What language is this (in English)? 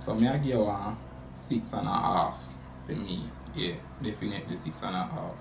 Jamaican Creole English